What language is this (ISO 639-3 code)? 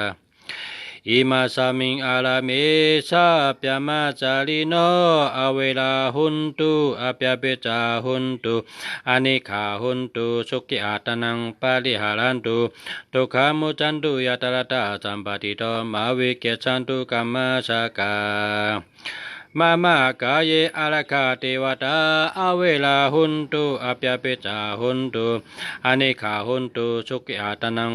shn